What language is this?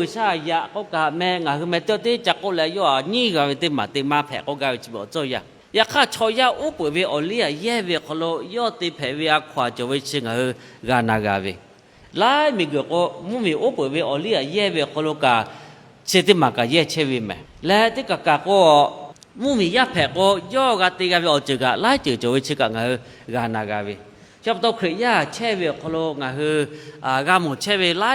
Lahu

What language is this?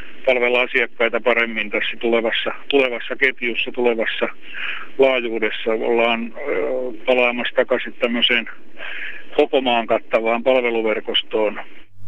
Finnish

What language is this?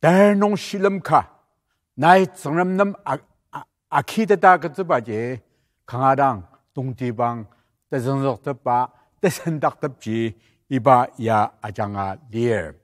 Ao Naga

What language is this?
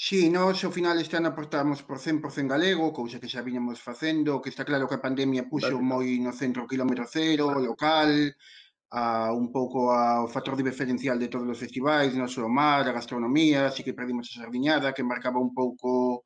Galician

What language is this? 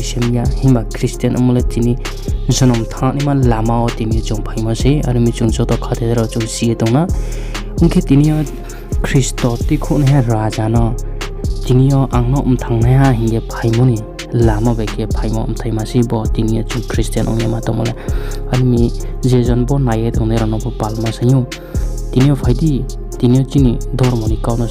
Riang (India)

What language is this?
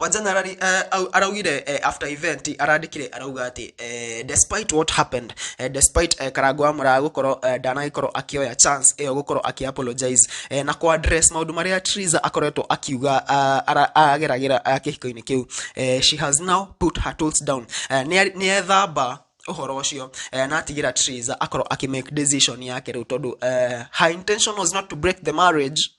Kikuyu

